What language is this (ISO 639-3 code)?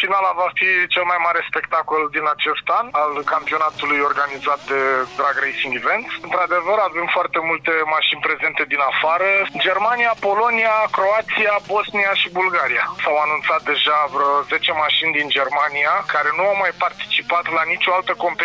ron